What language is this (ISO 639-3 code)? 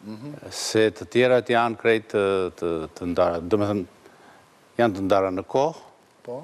sqi